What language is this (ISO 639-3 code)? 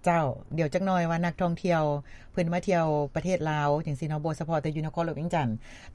lao